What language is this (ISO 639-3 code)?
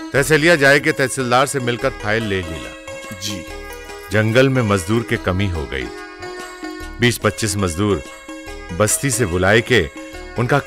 bho